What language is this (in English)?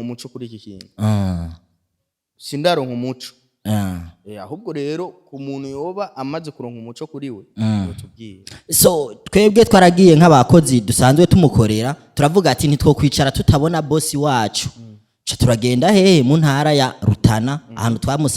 Rundi